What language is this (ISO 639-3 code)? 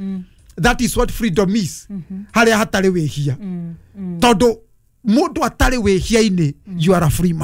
kik